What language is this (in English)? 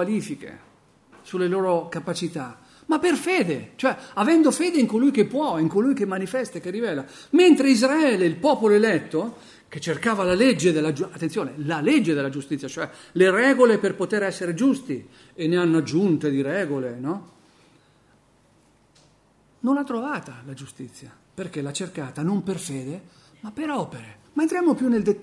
Italian